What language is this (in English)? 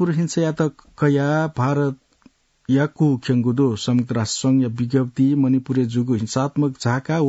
Newari